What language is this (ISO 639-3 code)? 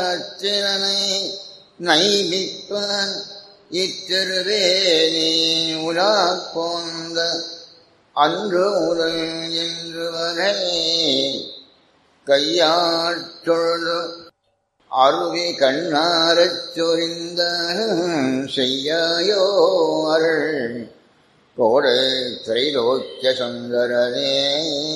tam